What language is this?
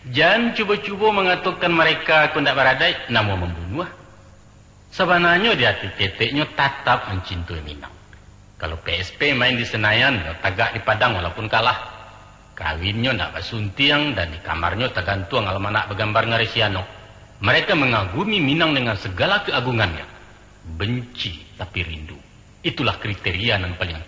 Minangkabau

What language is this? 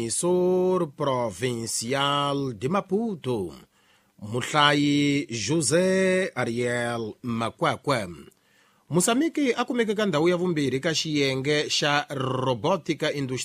Tsonga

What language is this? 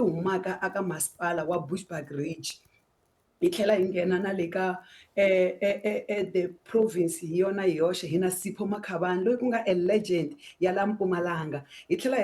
Tsonga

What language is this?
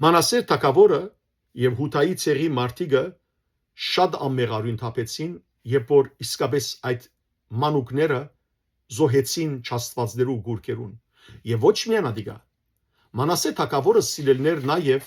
Western Armenian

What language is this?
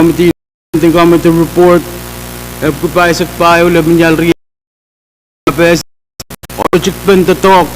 Pohnpeian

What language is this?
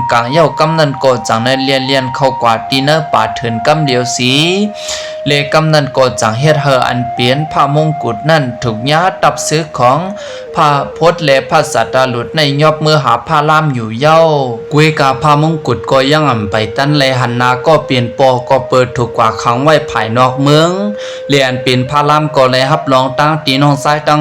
Shan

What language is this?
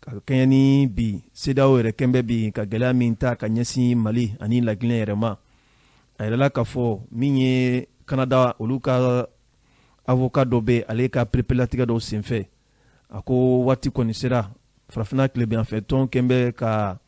Bambara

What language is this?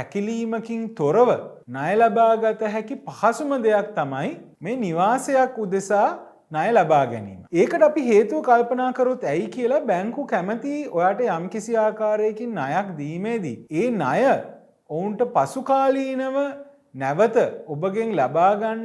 Sinhala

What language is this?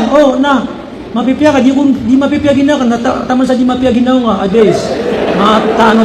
Maranao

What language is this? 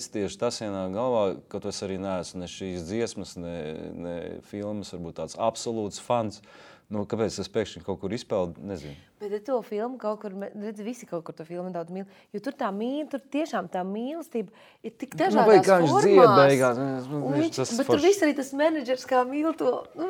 Latvian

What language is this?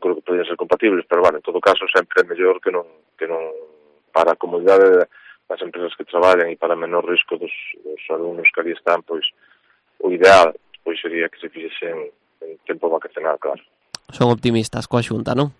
Galician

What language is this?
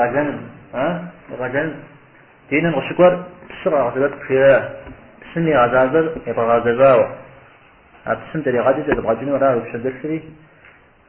Kabardian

